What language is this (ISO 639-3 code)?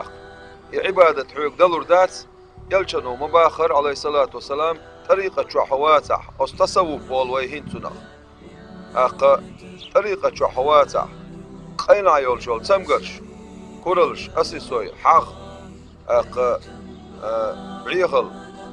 che